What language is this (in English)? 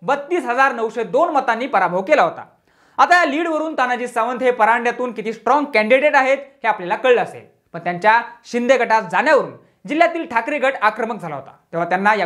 Marathi